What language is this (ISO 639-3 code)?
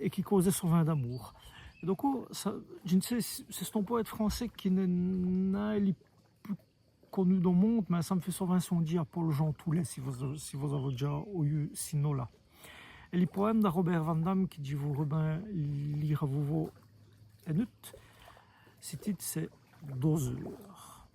wln